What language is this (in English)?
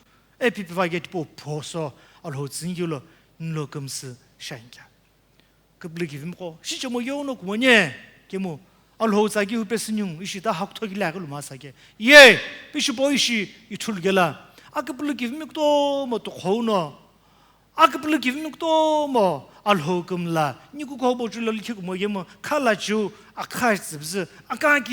Sumi Naga